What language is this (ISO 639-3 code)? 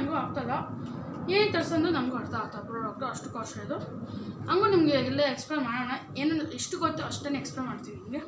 kan